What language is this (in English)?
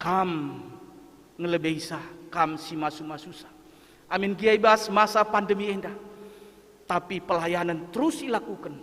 Batak Karo